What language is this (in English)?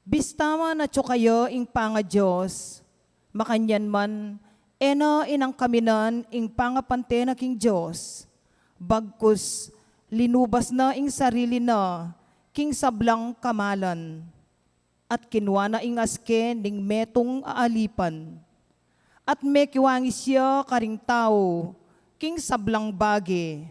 Pampanga